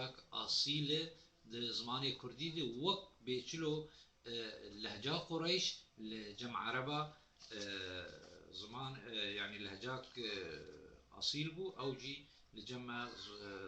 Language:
Kurdish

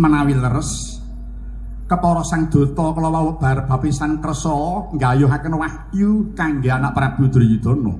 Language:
Javanese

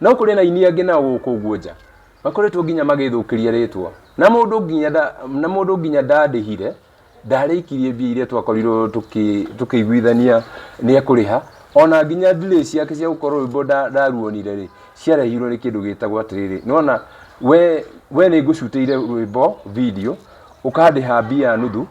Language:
Kikuyu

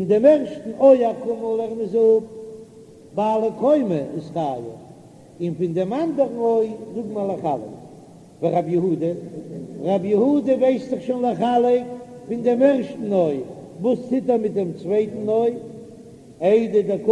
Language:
Yiddish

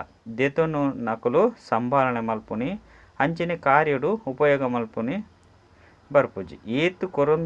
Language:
Tulu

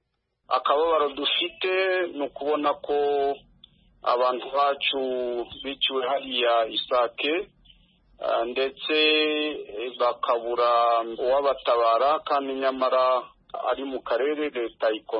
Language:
Kinyarwanda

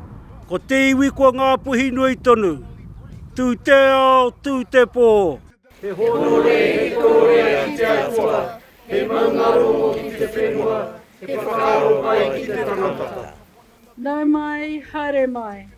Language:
Māori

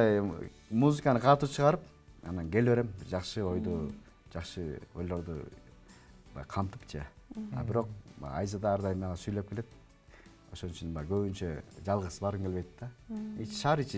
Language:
Kyrgyz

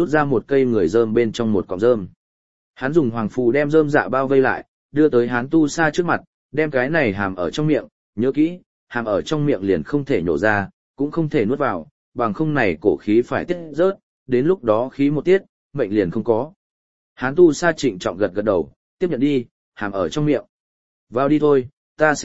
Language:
Vietnamese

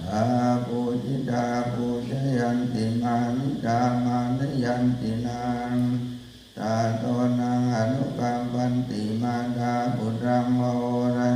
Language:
Pali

